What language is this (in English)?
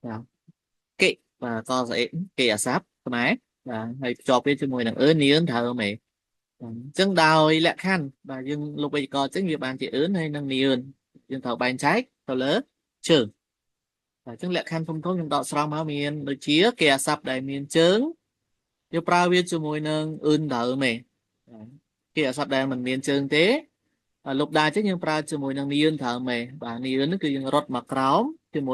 Khmer